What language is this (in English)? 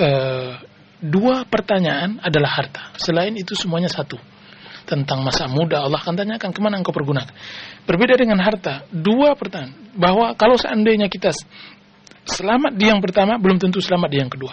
Indonesian